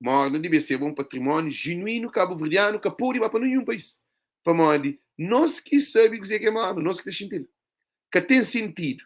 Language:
Kabuverdianu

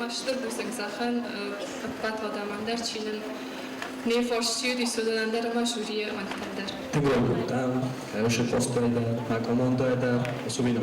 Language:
Ossetic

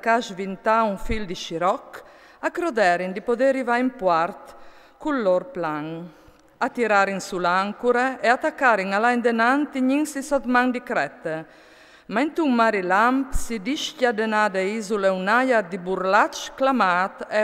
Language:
Friulian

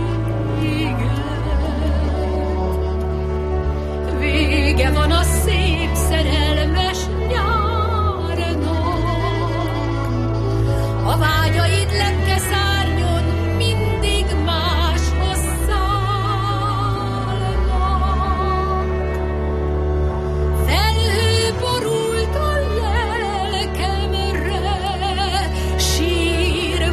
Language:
Hungarian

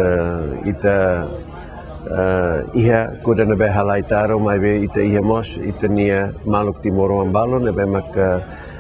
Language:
Tetum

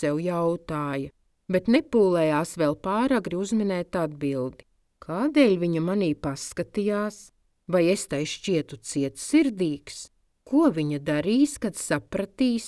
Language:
Latvian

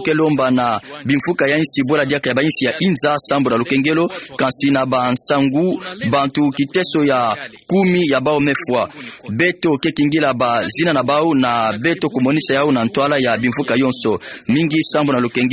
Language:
Kituba (Democratic Republic of Congo)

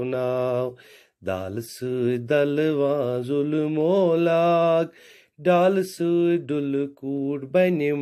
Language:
Kashmiri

